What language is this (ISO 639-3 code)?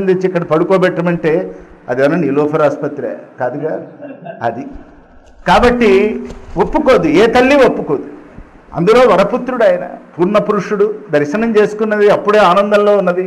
tel